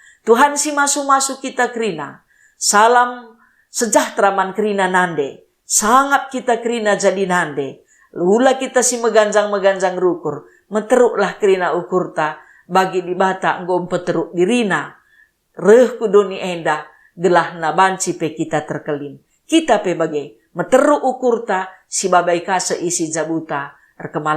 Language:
Batak Karo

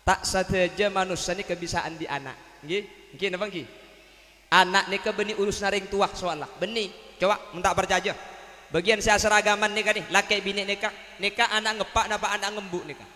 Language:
Madurese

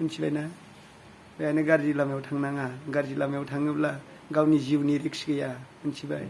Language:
Bodo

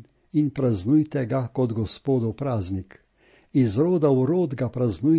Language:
Slovenian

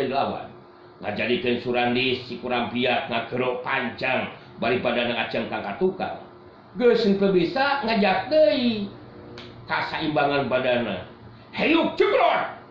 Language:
Sundanese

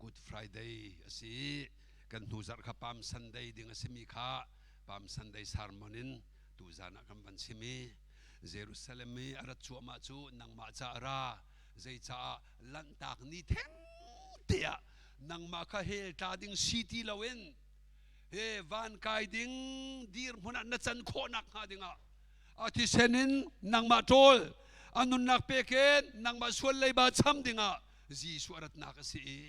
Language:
Hakha Chin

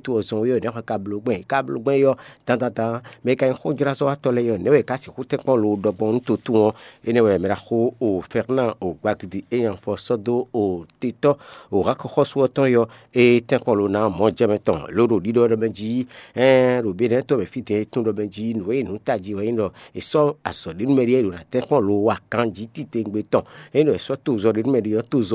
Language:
Fon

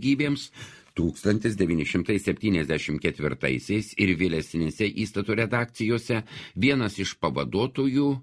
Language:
Lithuanian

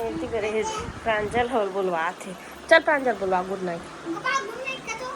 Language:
Chhattisgarhi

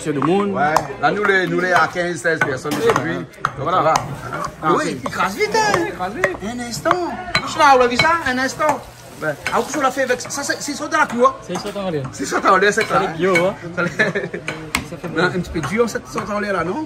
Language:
Réunion Creole French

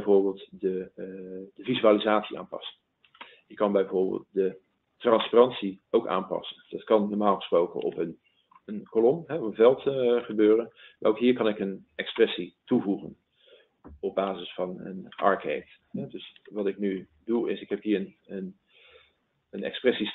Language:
Dutch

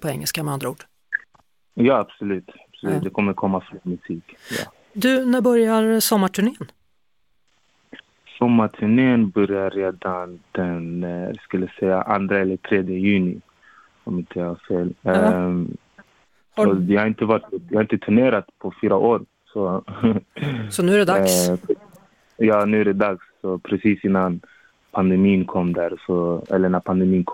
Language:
Swedish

